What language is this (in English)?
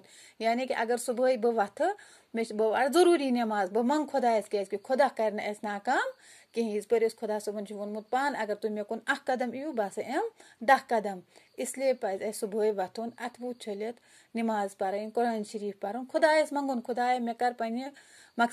Kashmiri